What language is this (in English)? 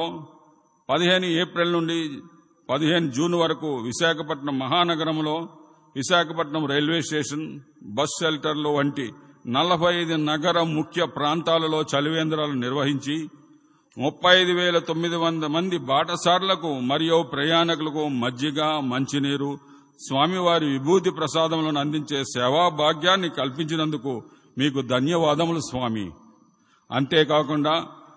Telugu